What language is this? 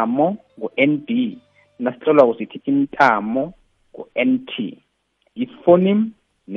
South Ndebele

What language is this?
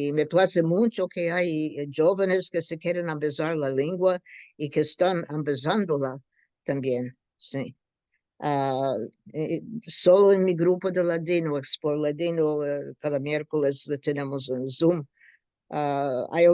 Ladino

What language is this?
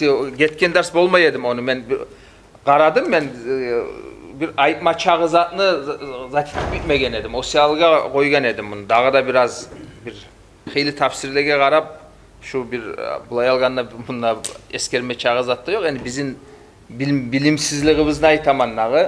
Kumyk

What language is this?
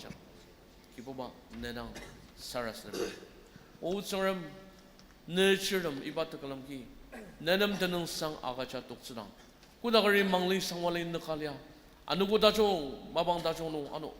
Ao Naga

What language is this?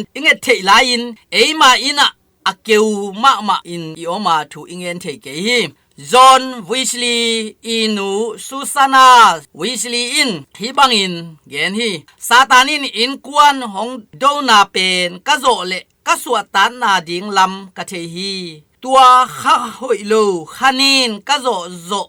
Tedim Chin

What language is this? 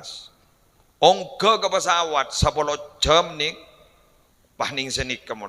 Madurese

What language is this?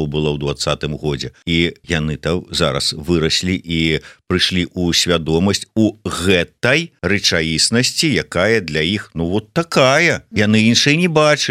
Belarusian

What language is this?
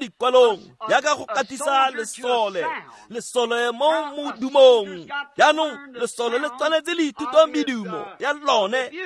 Tswana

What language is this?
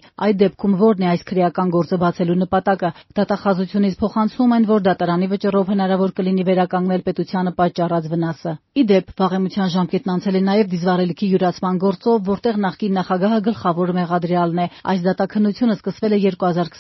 Armenian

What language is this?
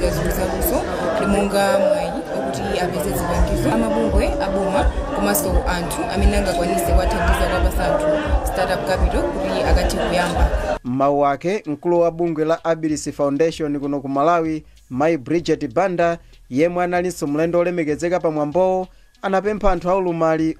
Nyanja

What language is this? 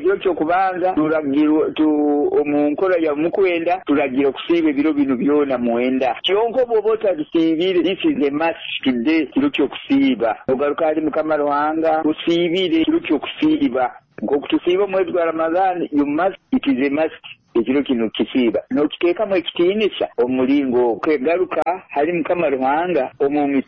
Nyoro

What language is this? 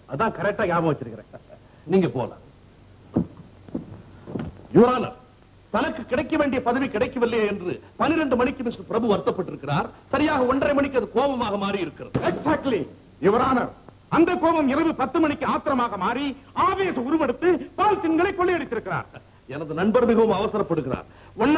Tamil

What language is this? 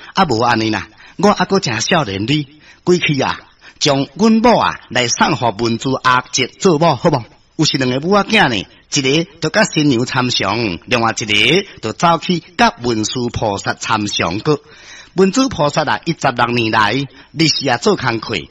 Min Nan Chinese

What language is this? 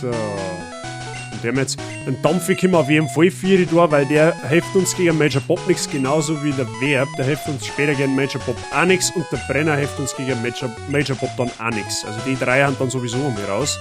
Bavarian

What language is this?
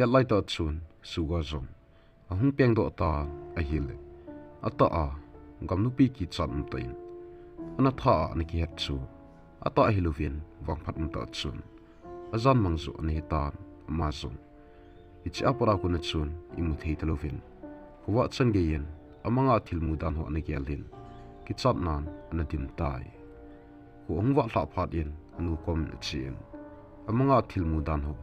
Thado Chin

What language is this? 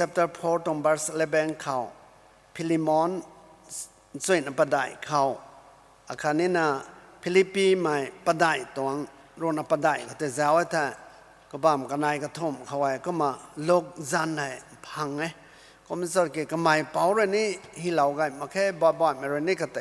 Rongmei Naga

